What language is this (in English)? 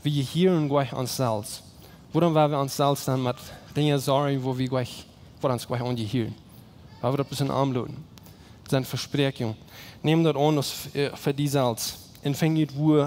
Plautdietsch